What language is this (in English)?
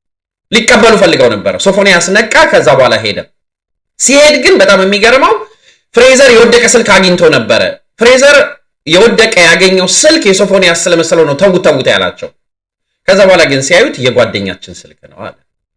Amharic